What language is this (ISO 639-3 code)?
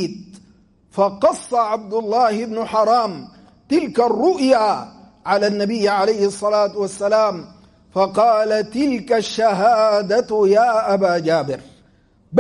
ara